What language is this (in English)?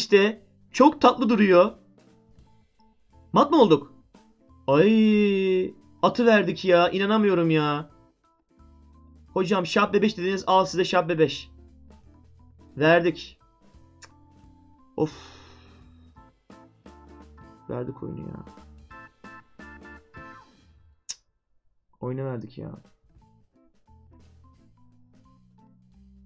Turkish